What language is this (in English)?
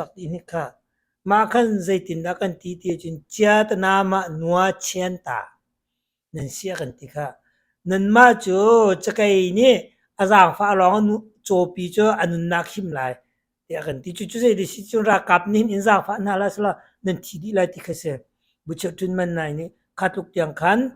Hakha Chin